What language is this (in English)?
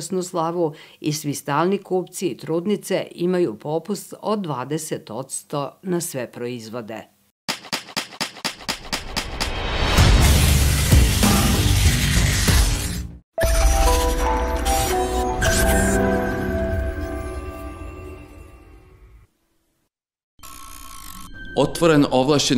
Serbian